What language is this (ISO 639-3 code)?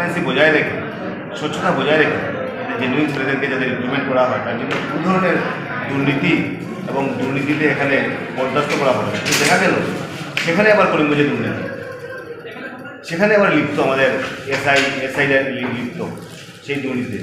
ben